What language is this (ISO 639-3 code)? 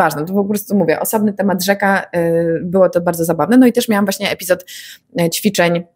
pol